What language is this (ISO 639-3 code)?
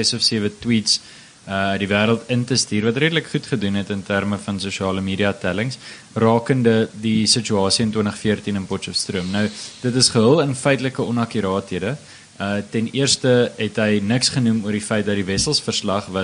afr